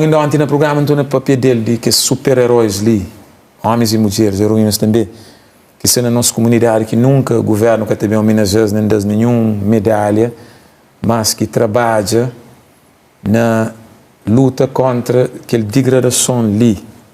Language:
Kabuverdianu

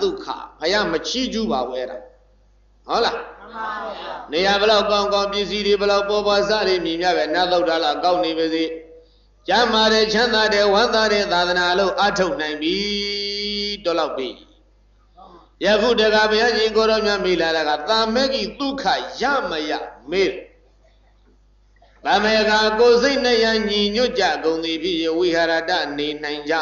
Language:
Burmese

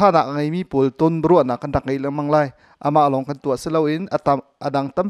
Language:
Hakha Chin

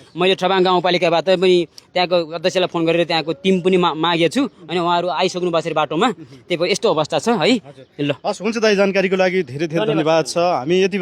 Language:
Nepali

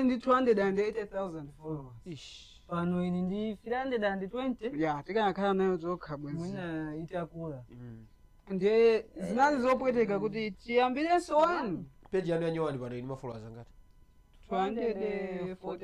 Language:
Nyanja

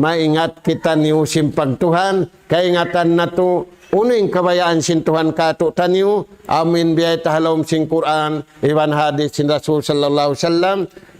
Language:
Tausug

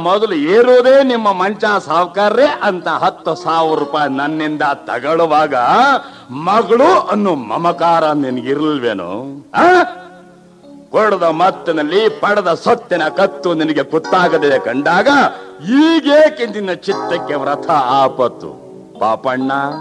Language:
Kannada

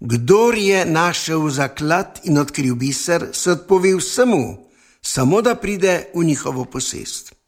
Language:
Slovenian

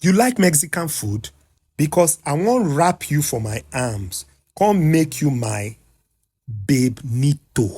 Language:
Nigerian Pidgin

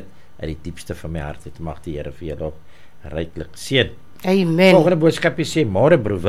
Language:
Afrikaans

